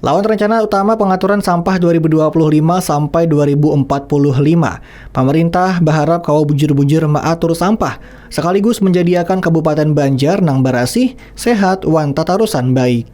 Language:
Banjar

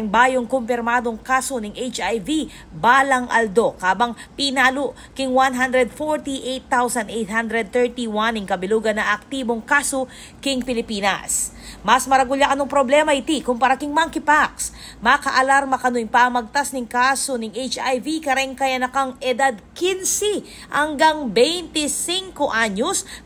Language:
Pampanga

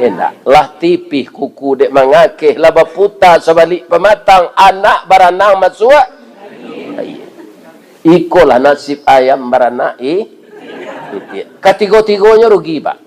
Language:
Minangkabau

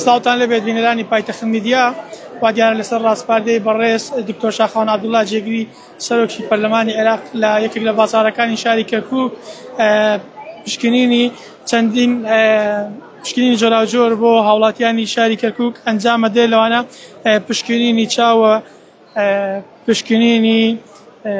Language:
Central Kurdish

